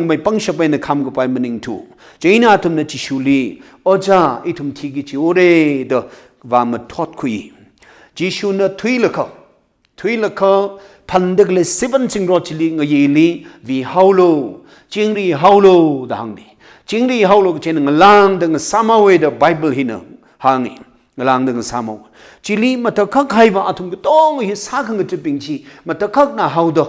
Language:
Tangkhul Naga (India)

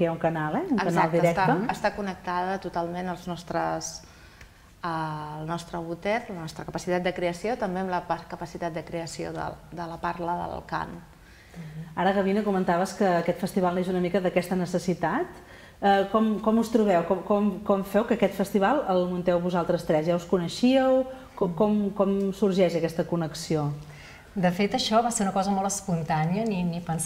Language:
Catalan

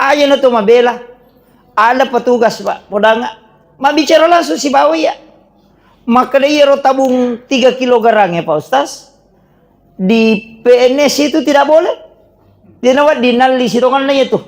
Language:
Buginese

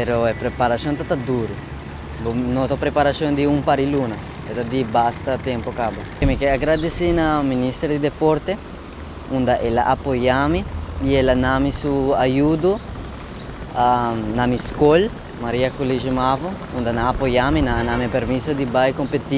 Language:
Papiamento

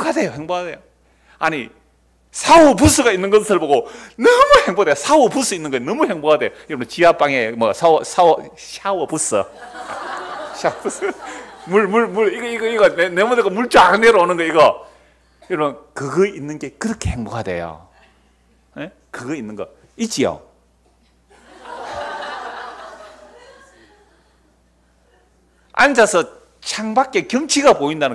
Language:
Korean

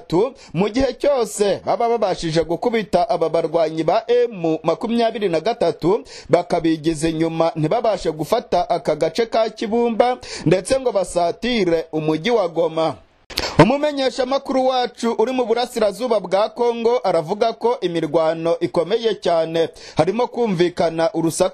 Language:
Kinyarwanda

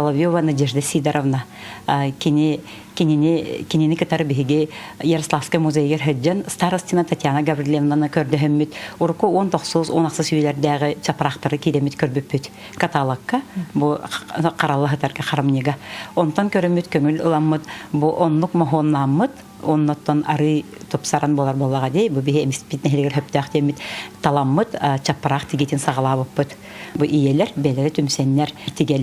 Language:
Yakut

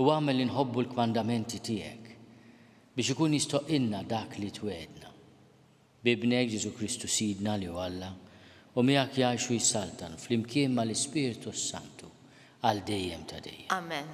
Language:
Maltese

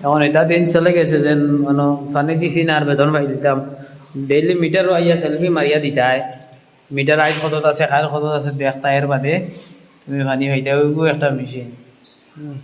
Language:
Sylheti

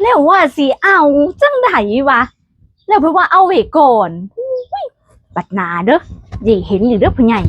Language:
Northeastern Thai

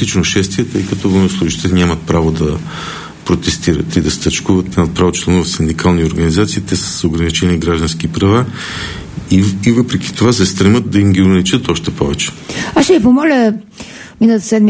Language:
Bulgarian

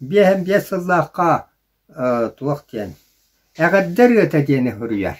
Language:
Yakut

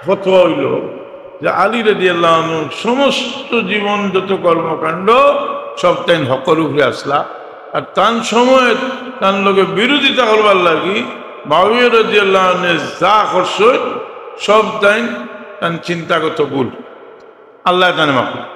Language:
Sylheti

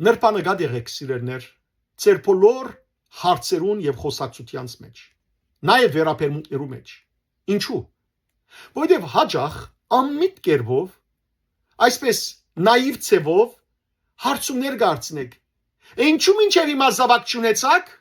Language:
Western Armenian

